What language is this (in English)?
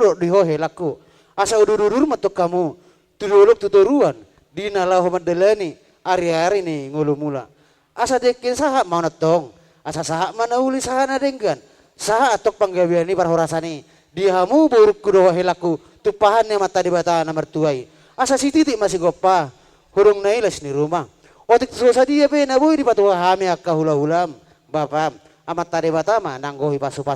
Batak Toba